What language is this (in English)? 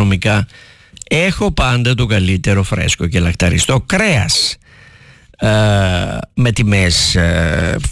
Greek